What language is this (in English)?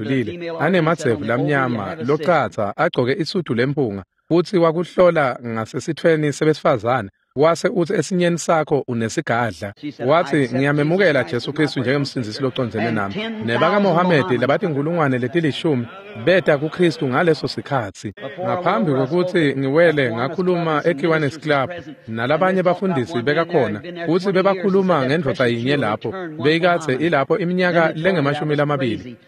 Swati